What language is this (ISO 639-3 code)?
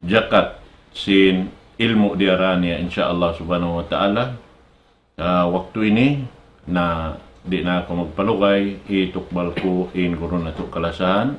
tsg